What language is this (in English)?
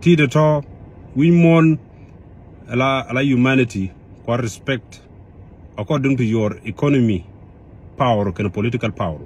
Nuer